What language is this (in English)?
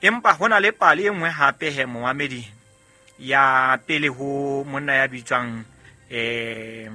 Southern Sotho